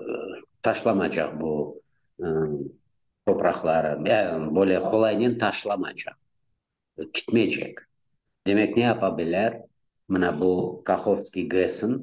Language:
Crimean Tatar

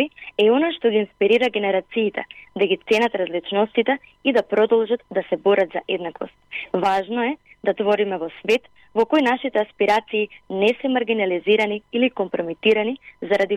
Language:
Macedonian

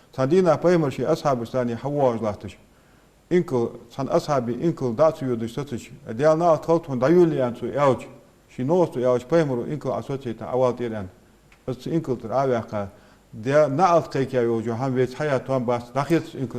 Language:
Ingush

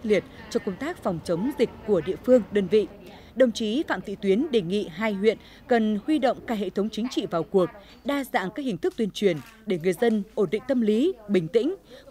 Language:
Vietnamese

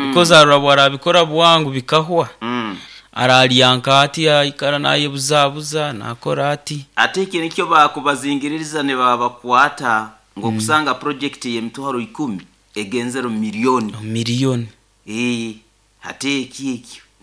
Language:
Nyoro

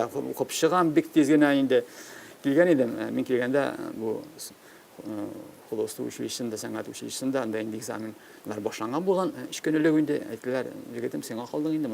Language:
Tatar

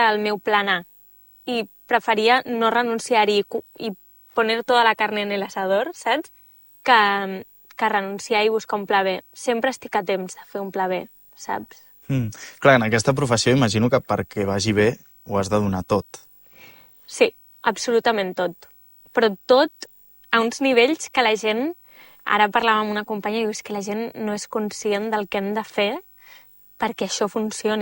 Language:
Catalan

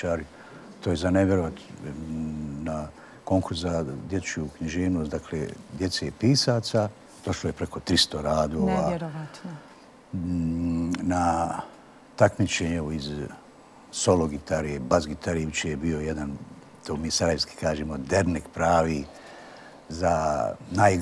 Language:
Bosnian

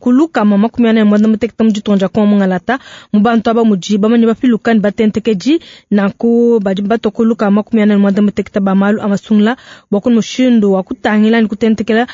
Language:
Luba-Lulua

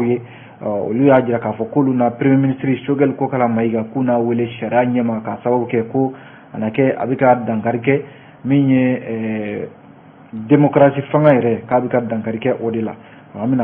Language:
Bambara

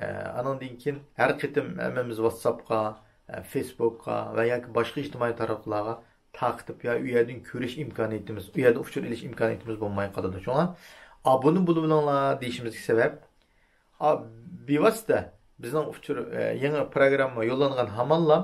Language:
Uyghur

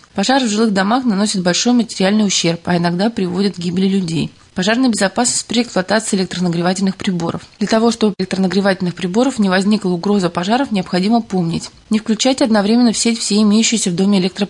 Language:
Russian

